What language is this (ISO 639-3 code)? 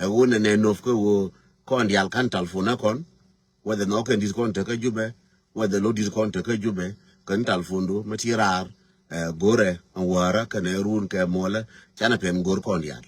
nus